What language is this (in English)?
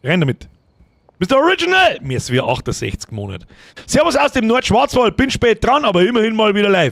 Bavarian